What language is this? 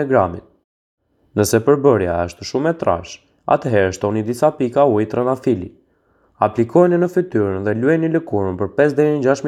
Albanian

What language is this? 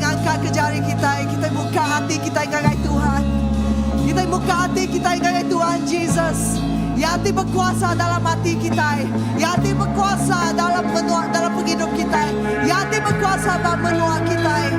Iban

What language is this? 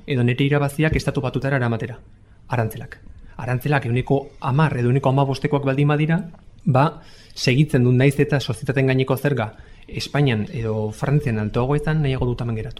Basque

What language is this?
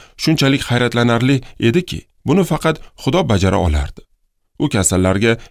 Uzbek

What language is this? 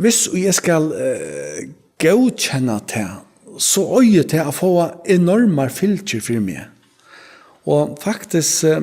Faroese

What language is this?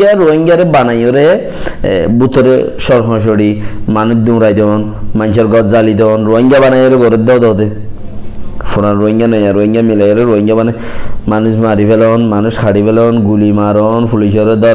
Rohingya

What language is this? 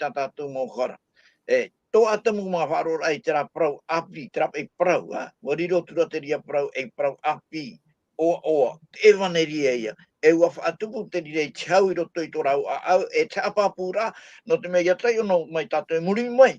Tahitian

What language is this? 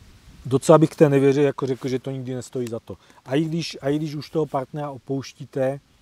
Czech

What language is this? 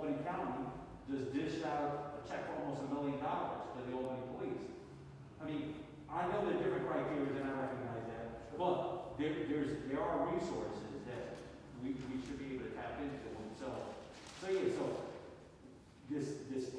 English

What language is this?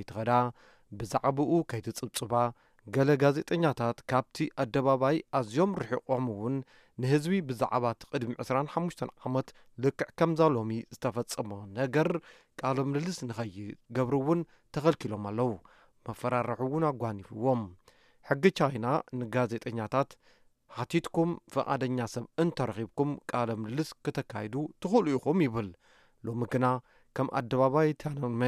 Tigrinya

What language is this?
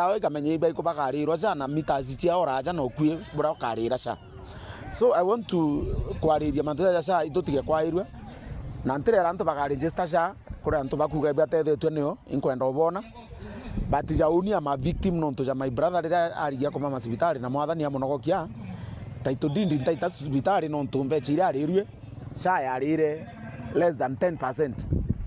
Meru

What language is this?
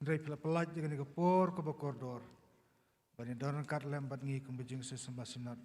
Khasi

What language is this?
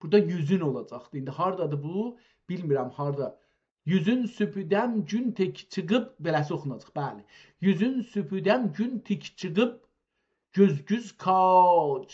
South Azerbaijani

